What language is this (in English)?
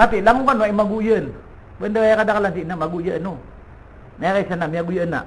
Maranao